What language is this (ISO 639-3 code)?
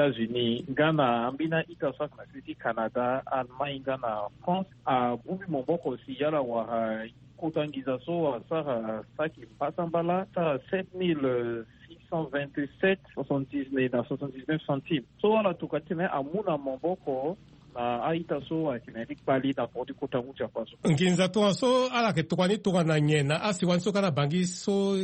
sag